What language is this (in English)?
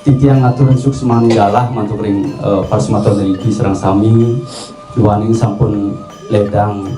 Balinese